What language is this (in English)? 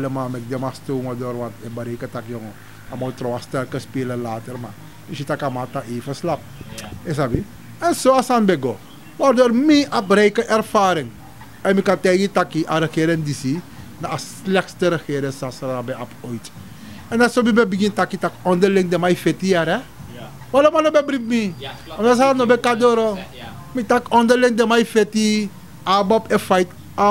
Sranan Tongo